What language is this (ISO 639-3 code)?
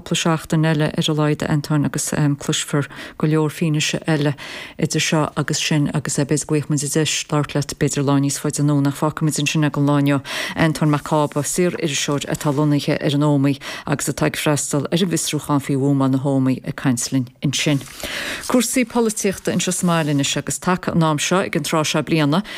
gle